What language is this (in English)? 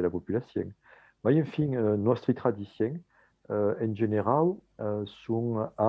Occitan